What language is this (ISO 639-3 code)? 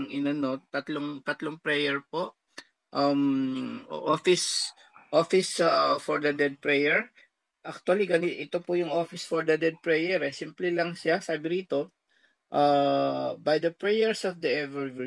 fil